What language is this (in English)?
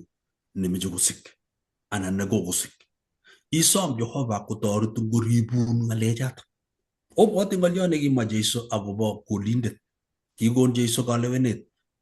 Kalenjin